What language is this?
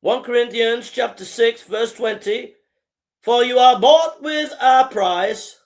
English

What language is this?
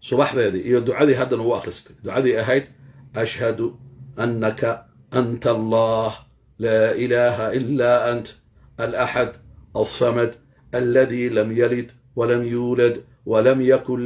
Somali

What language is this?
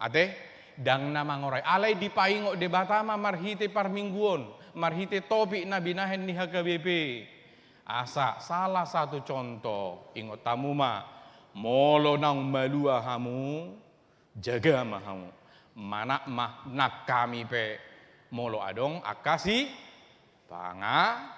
Batak Toba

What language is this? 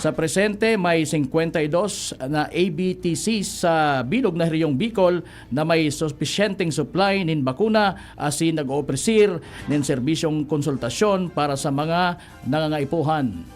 Bikol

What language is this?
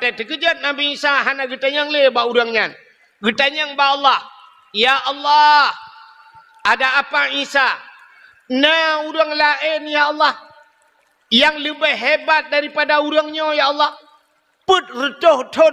Achinese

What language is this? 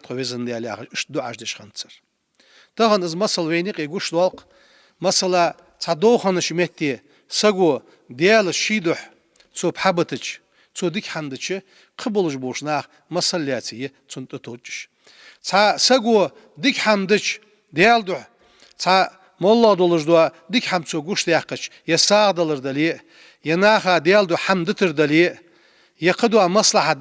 Ingush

